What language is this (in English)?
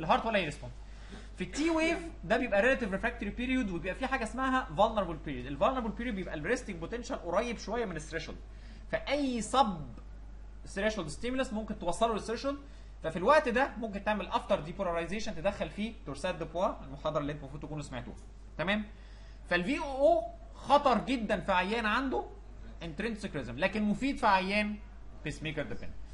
Egyptian Arabic